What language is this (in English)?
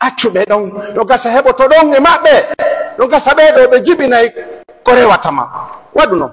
Fula